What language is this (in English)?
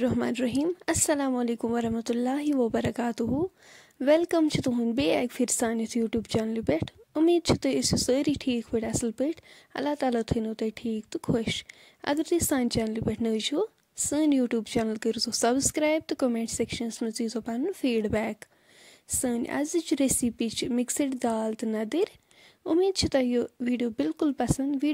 Kashmiri